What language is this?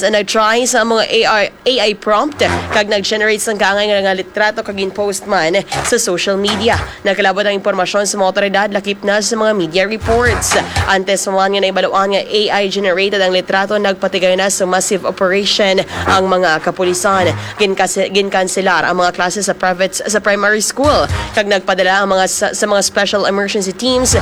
Hiligaynon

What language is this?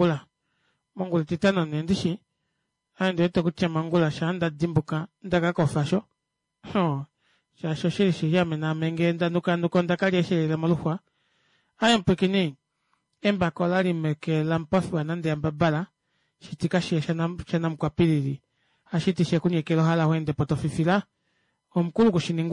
Kuanyama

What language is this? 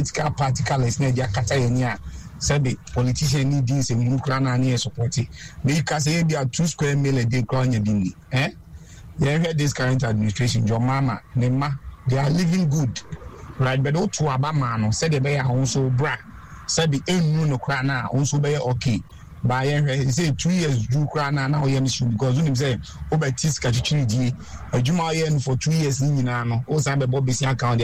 Akan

